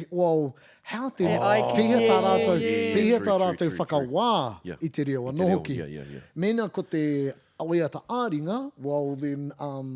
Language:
Māori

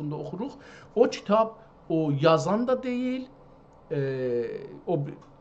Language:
South Azerbaijani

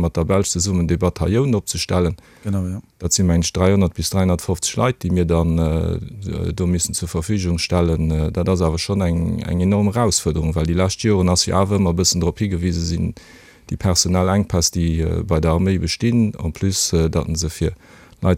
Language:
Luxembourgish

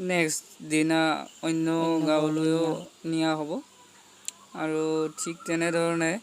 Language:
Assamese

